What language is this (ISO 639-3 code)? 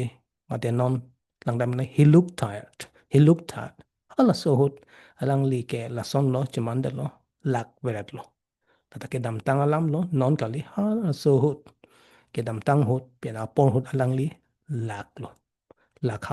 mjw